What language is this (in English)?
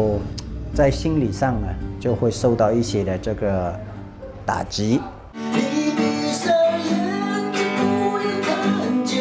Chinese